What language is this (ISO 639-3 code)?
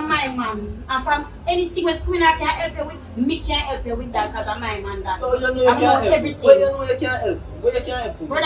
jam